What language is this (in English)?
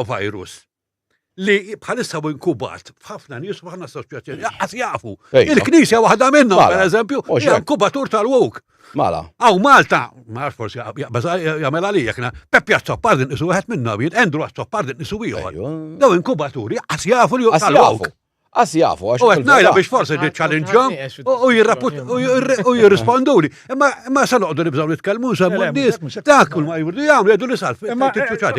Maltese